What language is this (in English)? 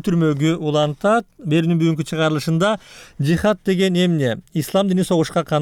Kyrgyz